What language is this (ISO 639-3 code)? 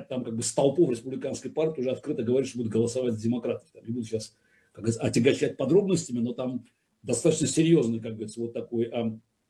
rus